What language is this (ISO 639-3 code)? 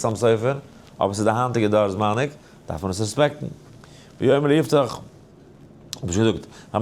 yid